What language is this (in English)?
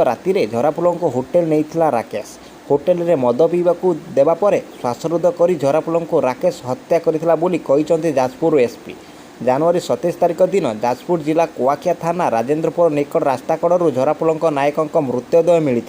Odia